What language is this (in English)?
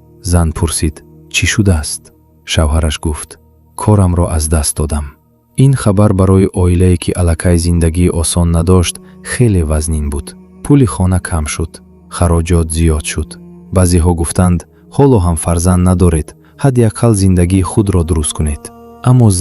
Tajik